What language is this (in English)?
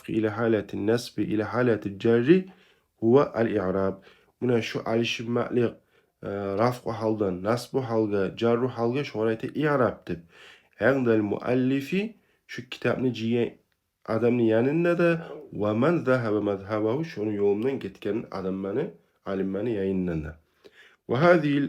Kumyk